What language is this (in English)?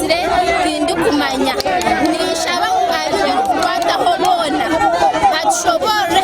Nyankole